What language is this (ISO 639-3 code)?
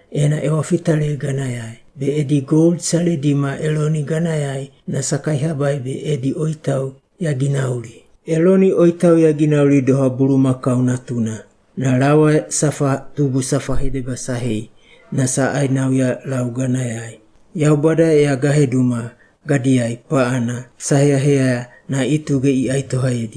wgb